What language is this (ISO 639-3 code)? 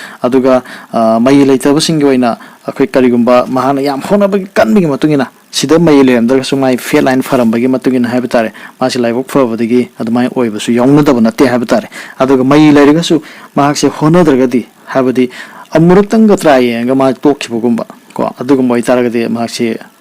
mni